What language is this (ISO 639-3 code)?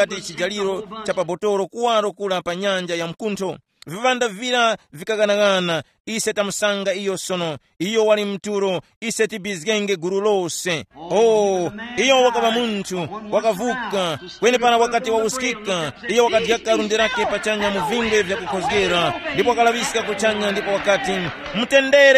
tum